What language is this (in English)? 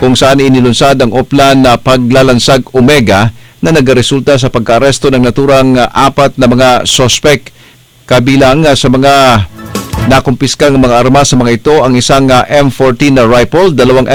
Cebuano